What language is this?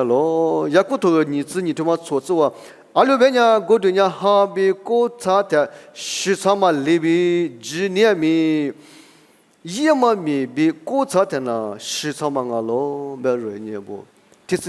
Lisu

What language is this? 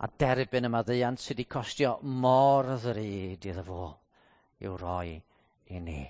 Welsh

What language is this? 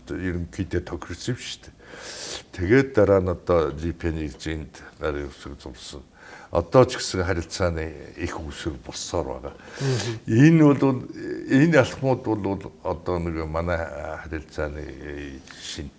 Mongolian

